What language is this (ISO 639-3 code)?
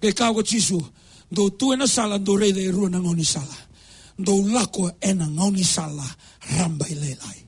fij